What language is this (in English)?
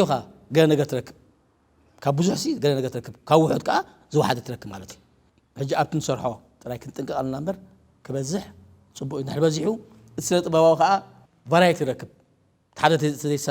Tigrinya